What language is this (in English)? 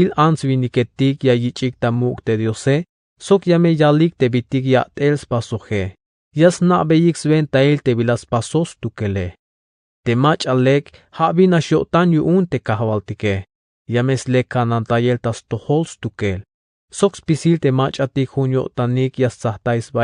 Tzeltal